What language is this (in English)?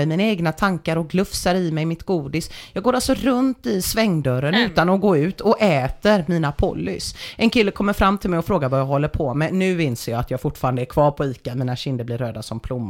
Swedish